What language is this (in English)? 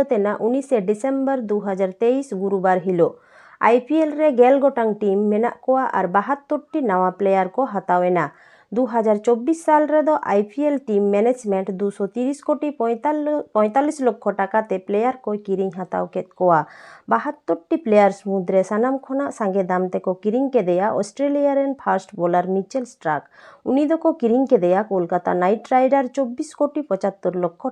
Santali